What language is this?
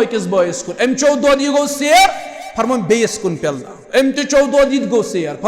Kashmiri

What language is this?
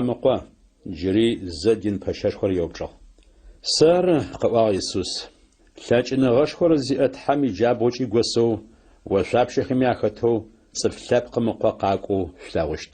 Adyghe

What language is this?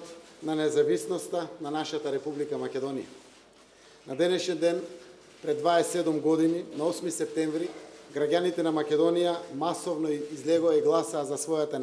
Macedonian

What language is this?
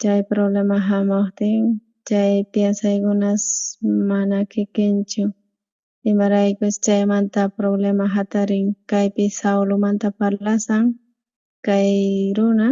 South Bolivian Quechua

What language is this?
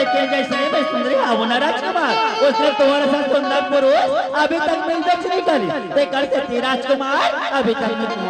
Chhattisgarhi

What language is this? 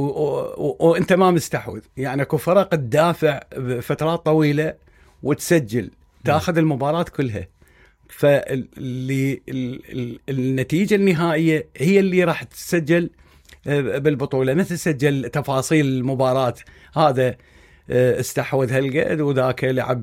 Mesopotamian Arabic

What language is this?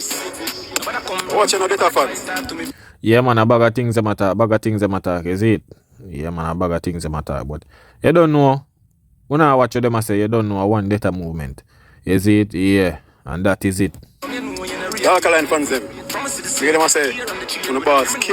Jamaican Creole English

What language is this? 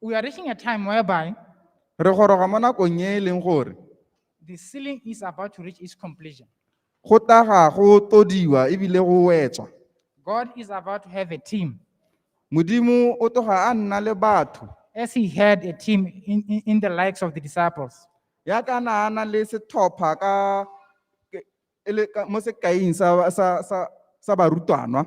Tswana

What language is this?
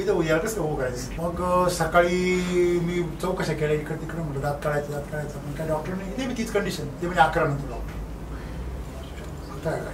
Marathi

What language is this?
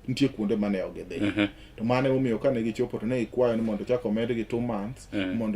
Luo (Kenya and Tanzania)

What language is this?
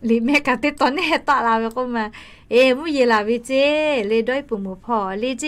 Lahu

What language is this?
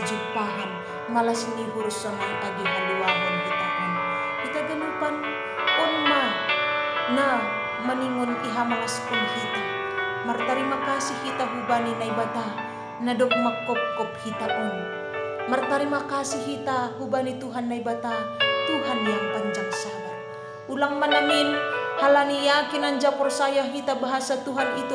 Batak Simalungun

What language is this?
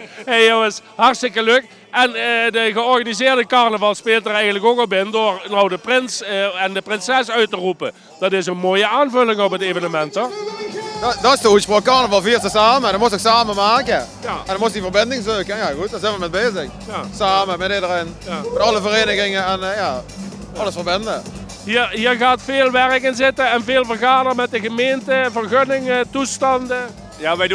Limburgish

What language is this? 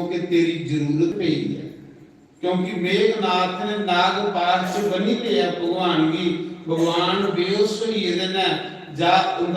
Dogri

